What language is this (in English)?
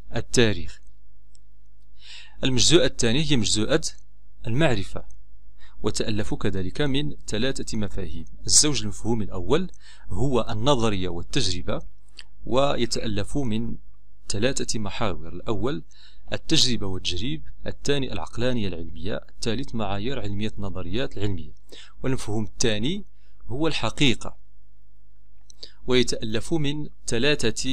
Arabic